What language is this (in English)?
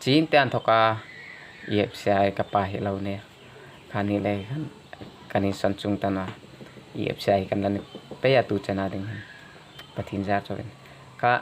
Hmar